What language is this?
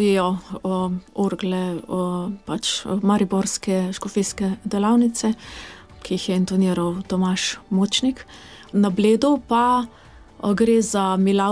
Slovenian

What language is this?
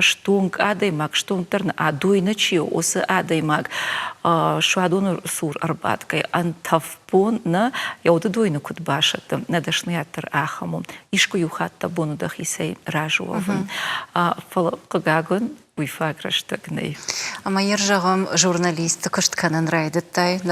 Ossetic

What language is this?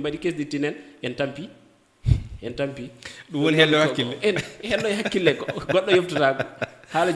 Fula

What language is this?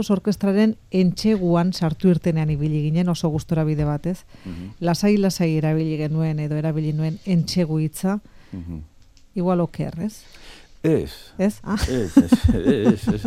Basque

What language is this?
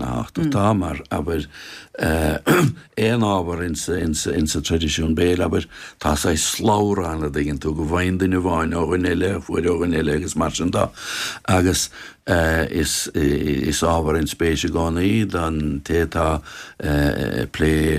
Irish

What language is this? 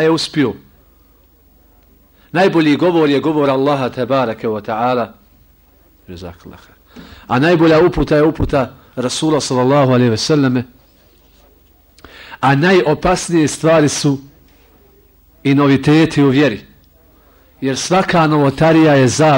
Bosnian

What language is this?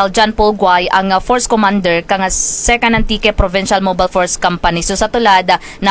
Kinaray-a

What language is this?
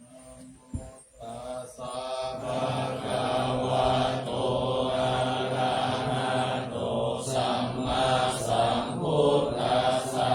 Pali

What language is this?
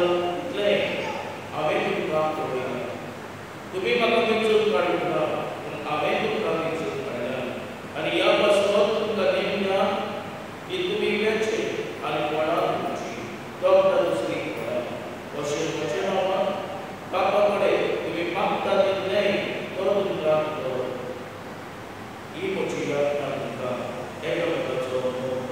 Konkani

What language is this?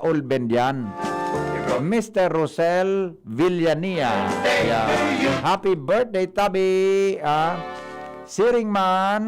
Bikol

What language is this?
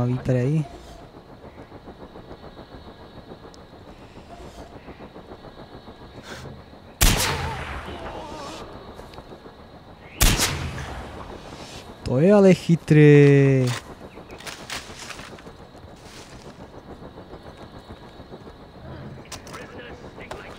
Czech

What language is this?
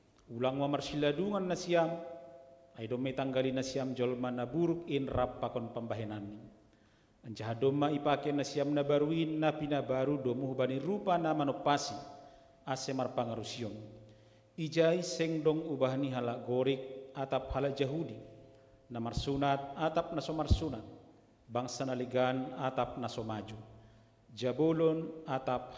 Batak Simalungun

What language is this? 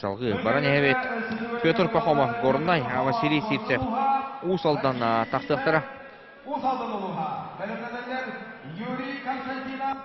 Yakut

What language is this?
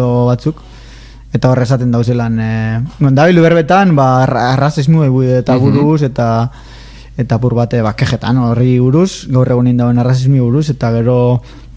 Basque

